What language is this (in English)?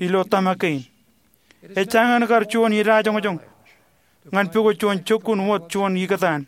Marshallese